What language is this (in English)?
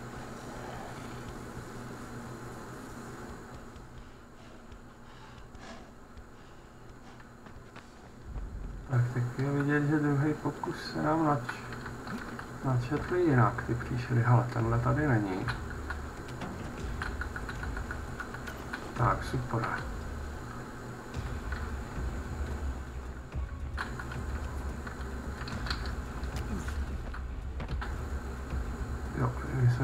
Czech